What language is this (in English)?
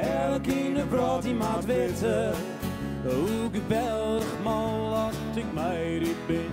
Western Frisian